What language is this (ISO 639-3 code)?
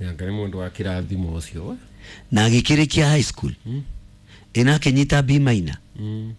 kik